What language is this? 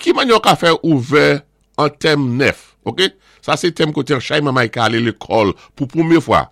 Saint Lucian Creole French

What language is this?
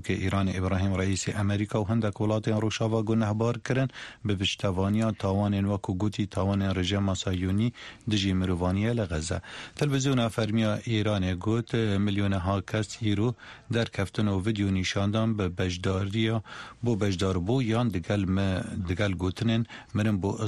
Kurdish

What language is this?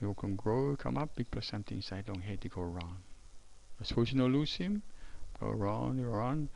Tok Pisin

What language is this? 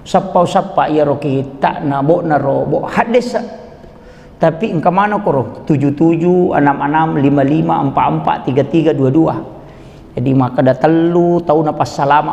Buginese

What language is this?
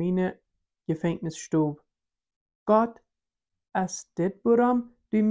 Plautdietsch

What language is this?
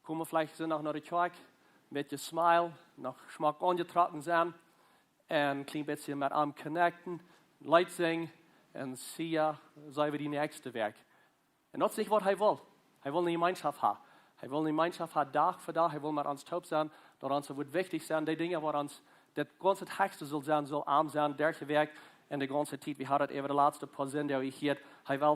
Plautdietsch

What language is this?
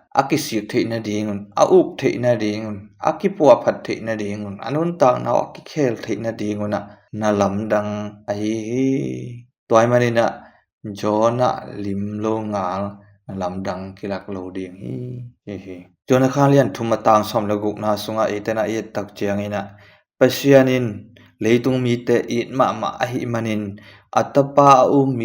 Tedim Chin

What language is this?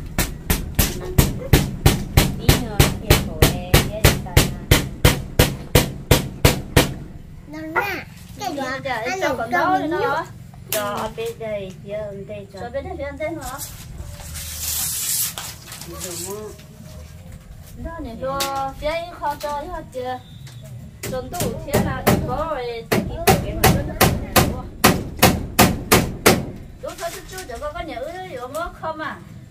Vietnamese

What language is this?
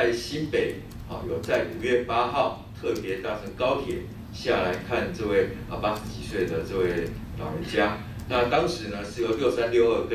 Chinese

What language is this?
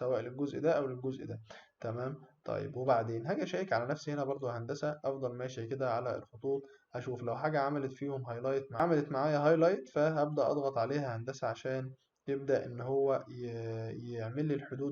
Egyptian Arabic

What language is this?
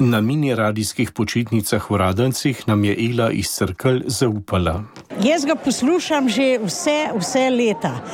Slovenian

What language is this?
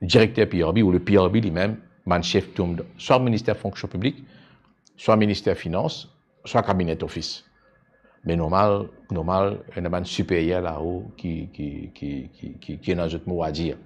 Morisyen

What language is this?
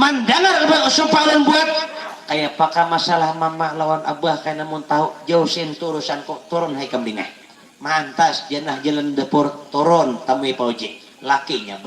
Banjar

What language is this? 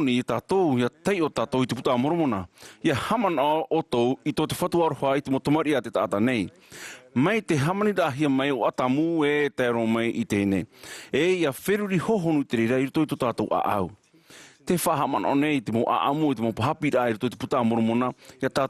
Tahitian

